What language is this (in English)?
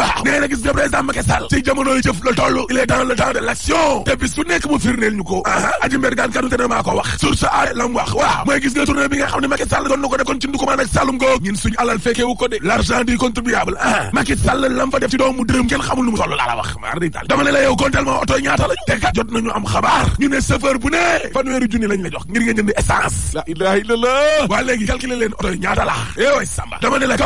Wolof